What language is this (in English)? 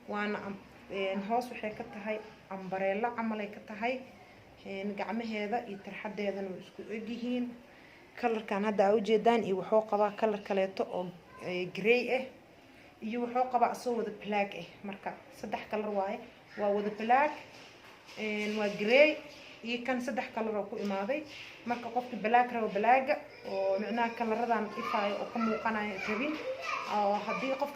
Somali